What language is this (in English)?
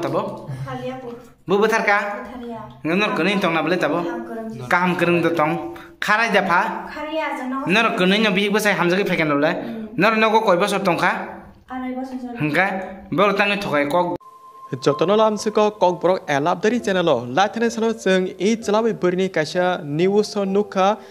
Kok Borok